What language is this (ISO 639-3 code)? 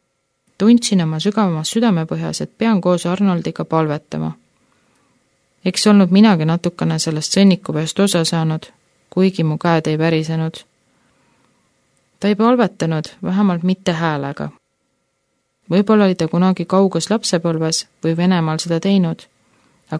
est